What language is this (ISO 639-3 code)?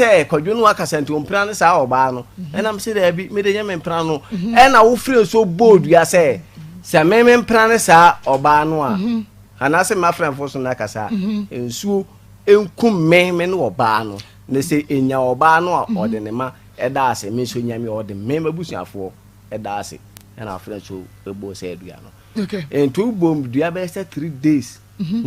aka